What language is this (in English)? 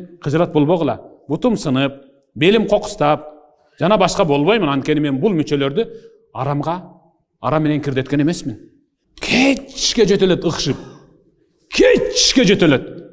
Kyrgyz